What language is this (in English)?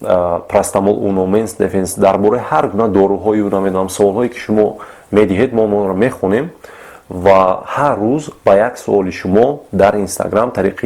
Tajik